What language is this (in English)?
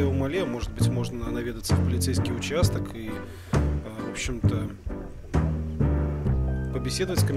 Russian